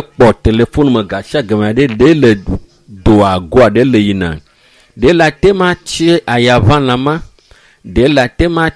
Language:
Ewe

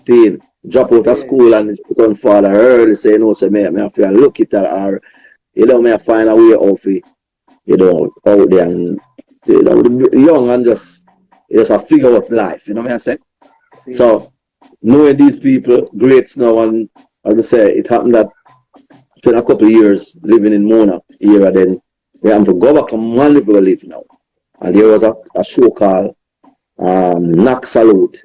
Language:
Jamaican Creole English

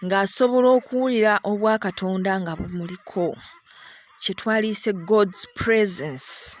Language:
Ganda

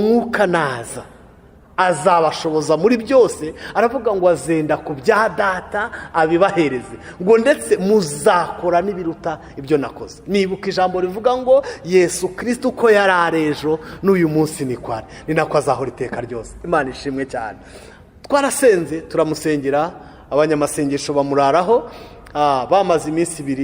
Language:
Kinyarwanda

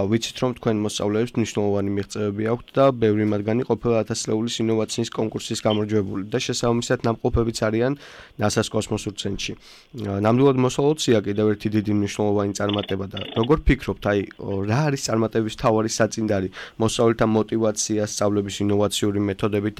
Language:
Georgian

